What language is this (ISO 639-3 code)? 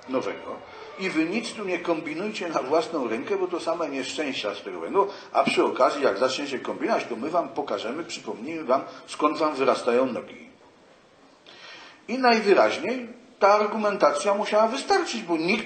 pol